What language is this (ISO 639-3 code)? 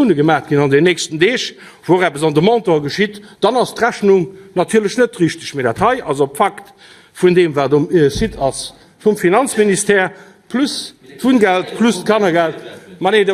ltz